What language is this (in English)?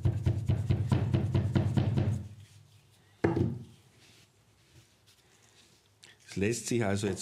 German